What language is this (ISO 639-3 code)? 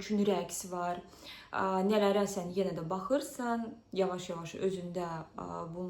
aze